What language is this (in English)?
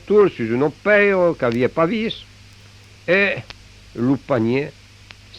Occitan